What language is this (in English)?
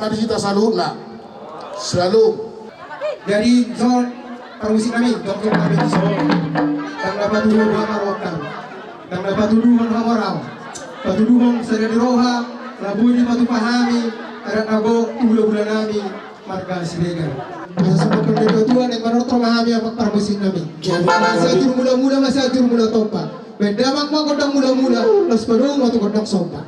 Batak Toba